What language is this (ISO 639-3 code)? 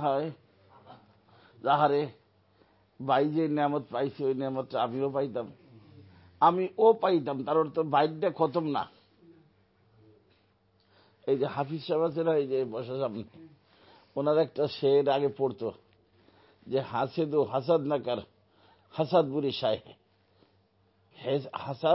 ben